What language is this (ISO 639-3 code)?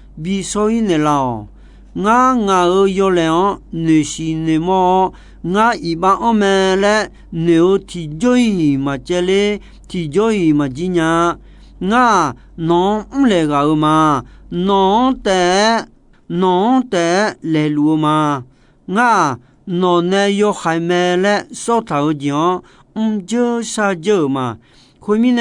ahk